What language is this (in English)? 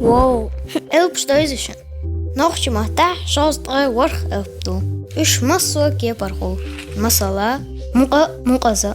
Chechen